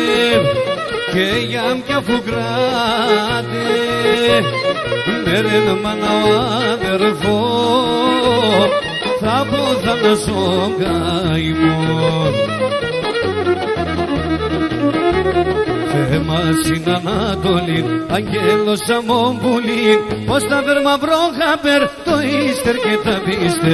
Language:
Pontic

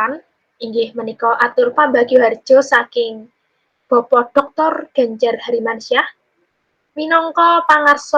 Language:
Javanese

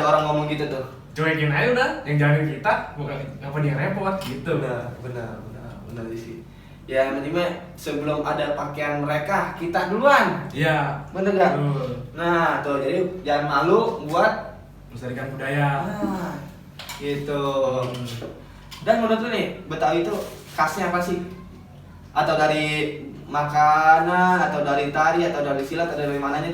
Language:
Betawi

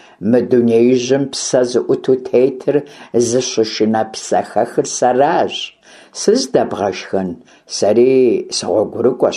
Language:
Kabardian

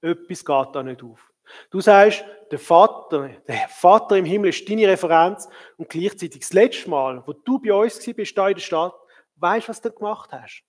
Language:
Swiss German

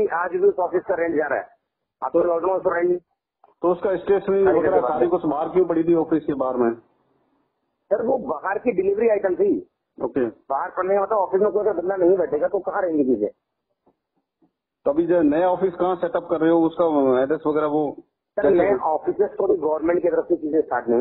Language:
Hindi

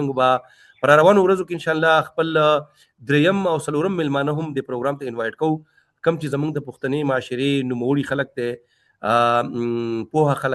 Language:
Pashto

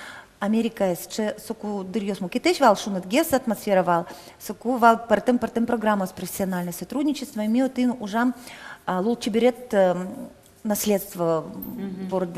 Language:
Udmurt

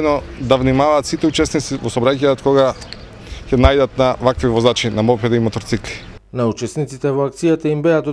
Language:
Macedonian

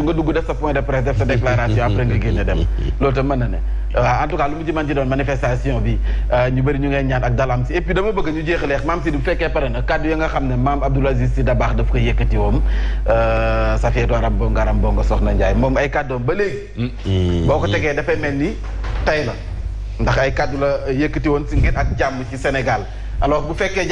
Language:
Wolof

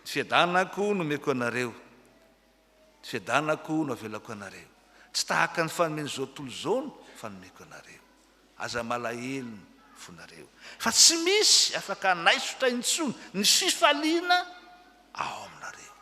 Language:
Malagasy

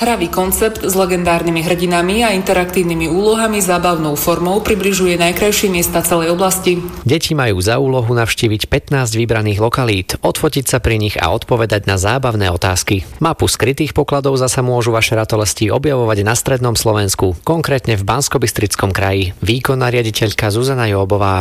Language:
Slovak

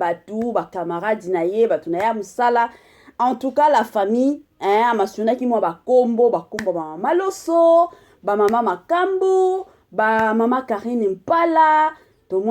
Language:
Lingala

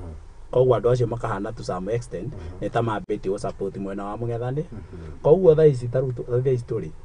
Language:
Kikuyu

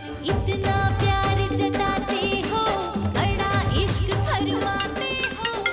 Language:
Chhattisgarhi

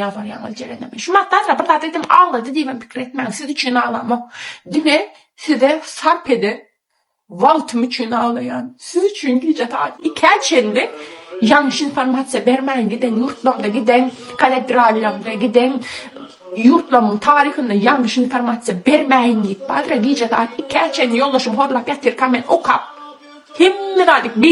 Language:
Turkmen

